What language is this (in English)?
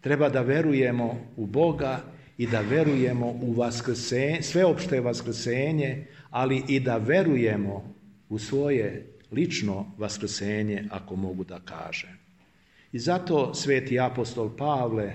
Serbian